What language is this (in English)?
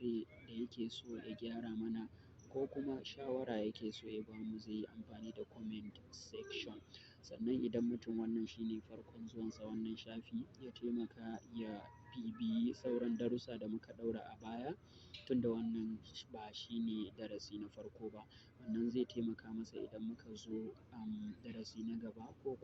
Hausa